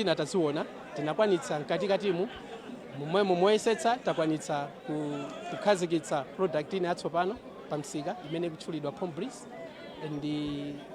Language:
Nyanja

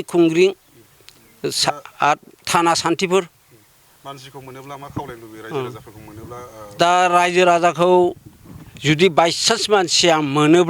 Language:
Bodo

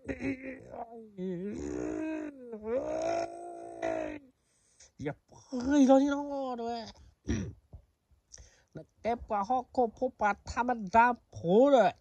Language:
S'gaw Karen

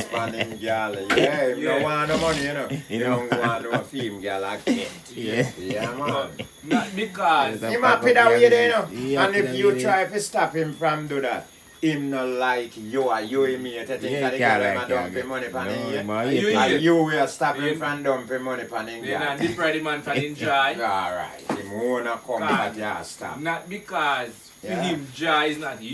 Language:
Jamaican Creole English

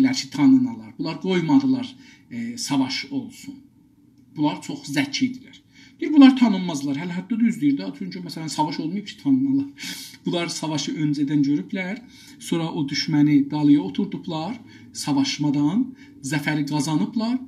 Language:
South Azerbaijani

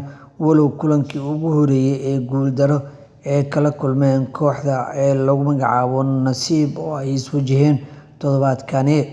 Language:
Somali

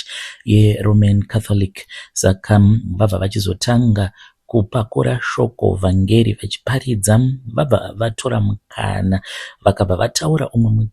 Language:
Shona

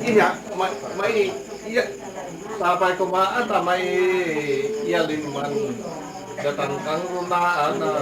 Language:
Iloko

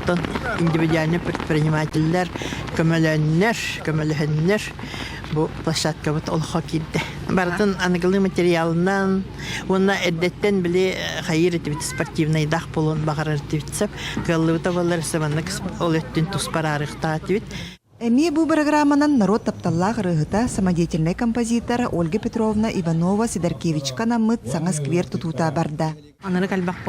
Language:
Yakut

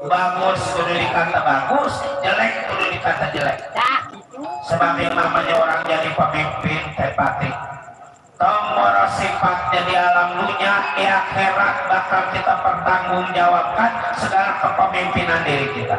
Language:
Betawi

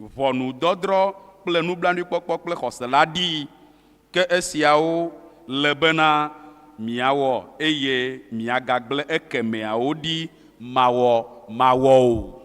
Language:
Ewe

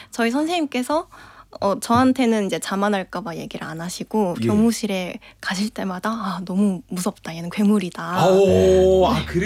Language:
Korean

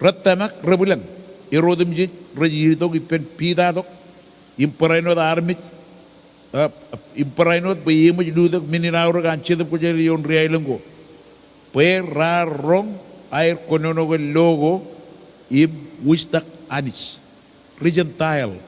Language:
Marshallese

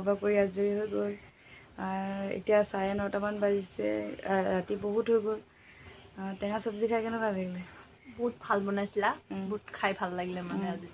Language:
Assamese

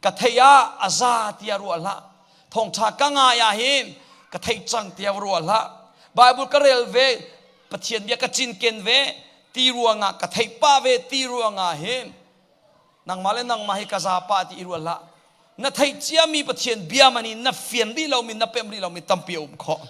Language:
Hakha Chin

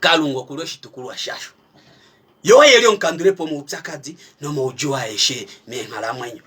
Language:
Kuanyama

